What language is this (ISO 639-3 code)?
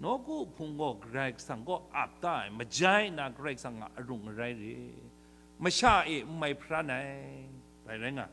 kac